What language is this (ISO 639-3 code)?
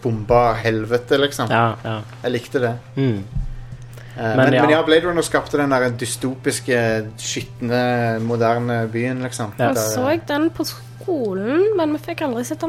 nor